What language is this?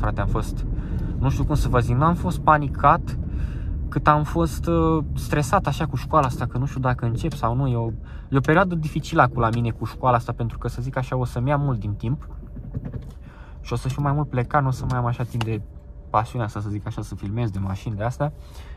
Romanian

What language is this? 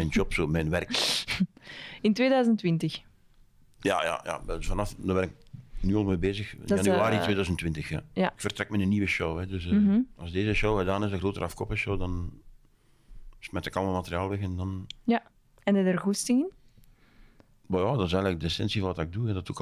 Dutch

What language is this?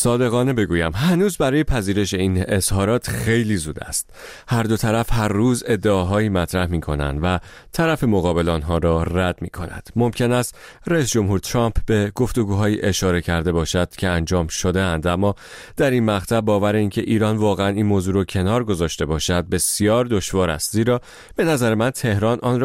Persian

